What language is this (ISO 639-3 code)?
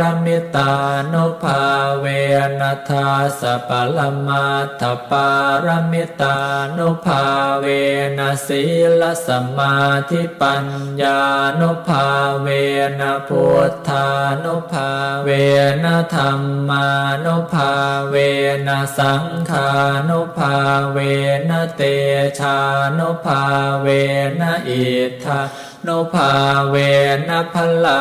pli